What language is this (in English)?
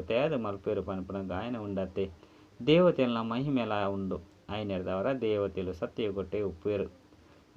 Tulu